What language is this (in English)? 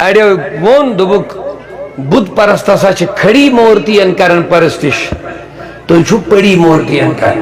Kashmiri